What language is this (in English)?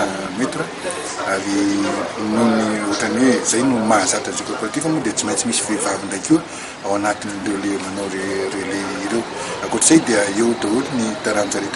Malagasy